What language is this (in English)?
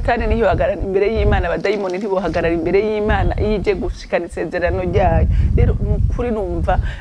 Rundi